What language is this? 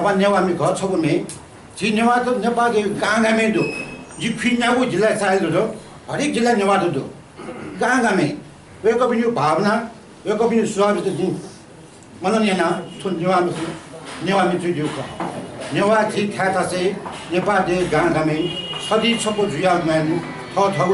Newari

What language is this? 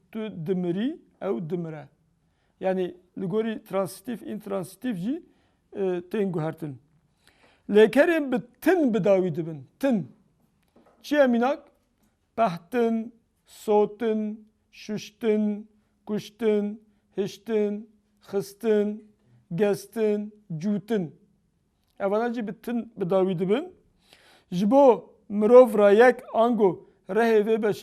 Kurdish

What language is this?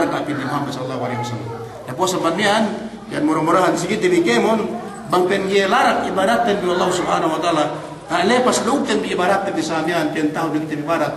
Yakan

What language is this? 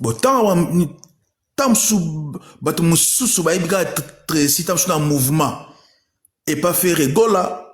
Lingala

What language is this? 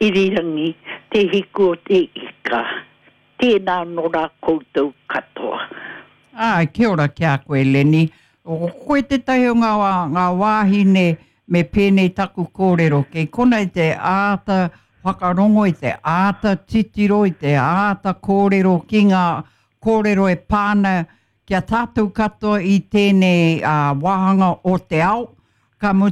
Māori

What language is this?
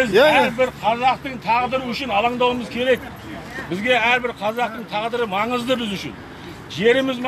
Kazakh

